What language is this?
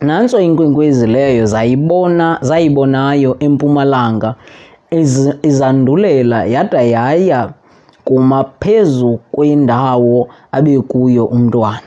Xhosa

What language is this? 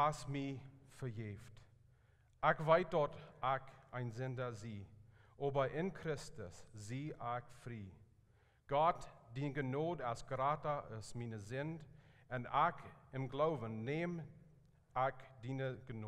Plautdietsch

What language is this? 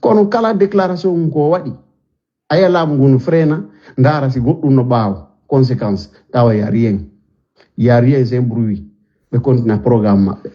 Fula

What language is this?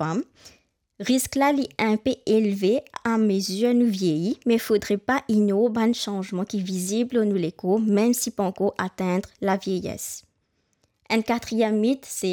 Morisyen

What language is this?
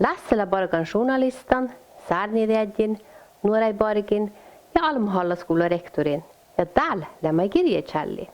Northern Sami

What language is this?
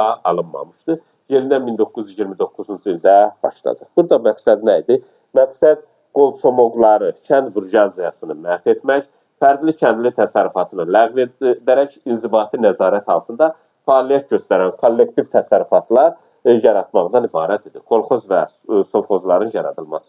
Azerbaijani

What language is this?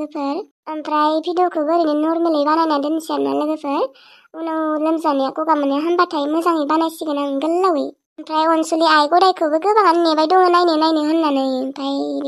Bodo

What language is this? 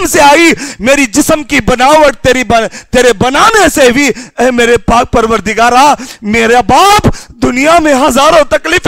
Urdu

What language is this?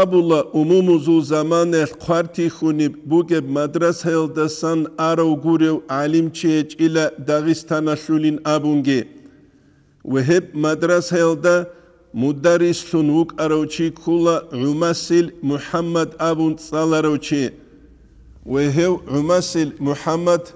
Avaric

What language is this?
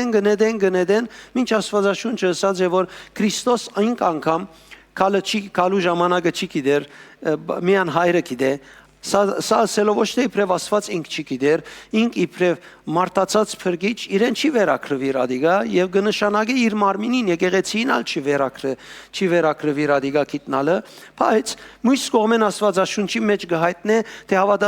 Western Armenian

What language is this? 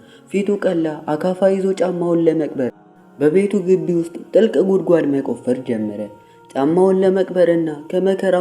Amharic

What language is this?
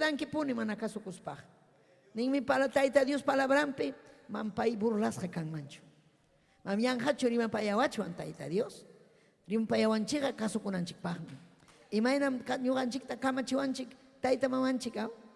Ayacucho Quechua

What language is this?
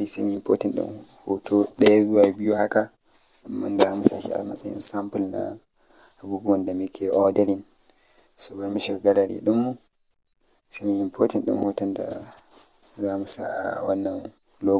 Hausa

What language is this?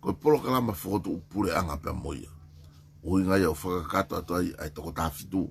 Tongan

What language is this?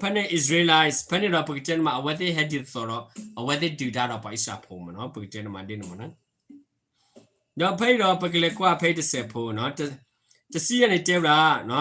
S'gaw Karen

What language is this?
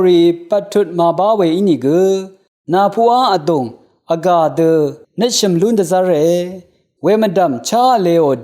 Rawang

